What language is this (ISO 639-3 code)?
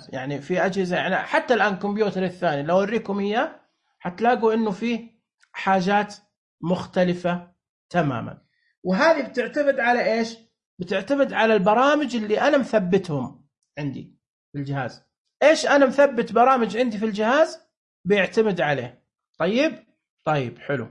ars